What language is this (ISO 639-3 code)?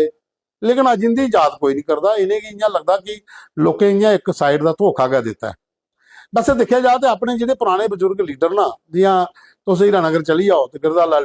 doi